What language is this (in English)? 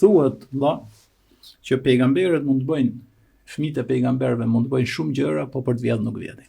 Albanian